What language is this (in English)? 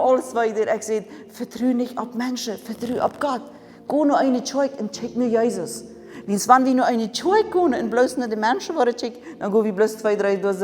Plautdietsch